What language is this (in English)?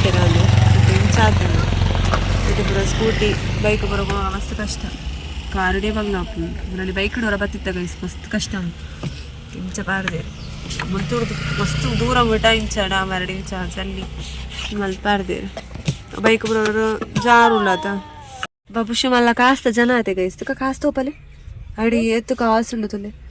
Tulu